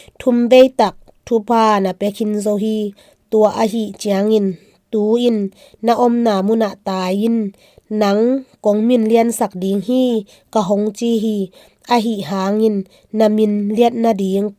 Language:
Tedim Chin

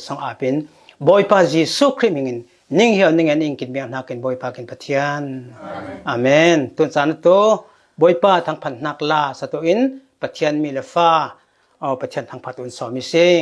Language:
Falam Chin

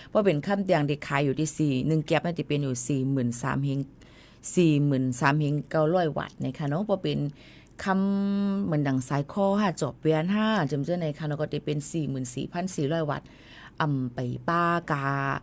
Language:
Shan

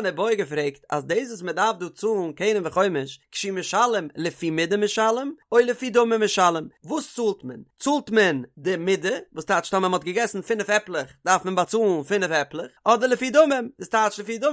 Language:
Yiddish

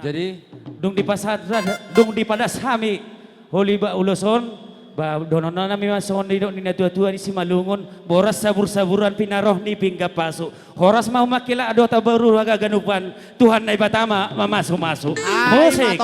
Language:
Batak Toba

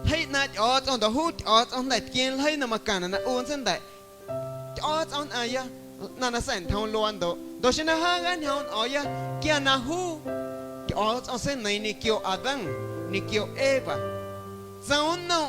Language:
Guerrero Amuzgo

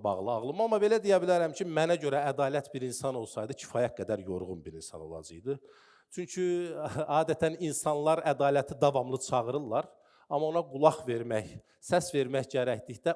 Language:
Azerbaijani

